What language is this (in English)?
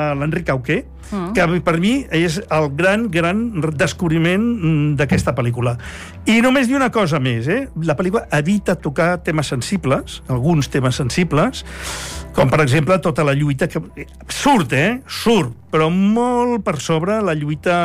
Catalan